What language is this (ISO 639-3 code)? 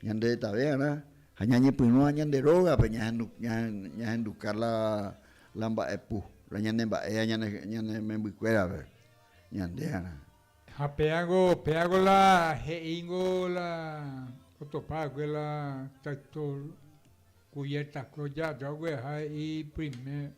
grn